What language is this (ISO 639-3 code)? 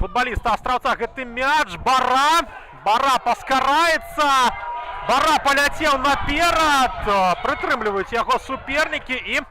bel